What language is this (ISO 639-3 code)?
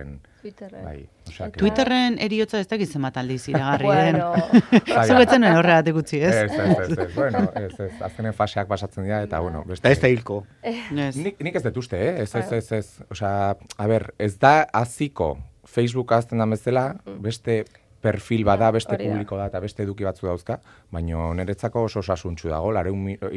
eus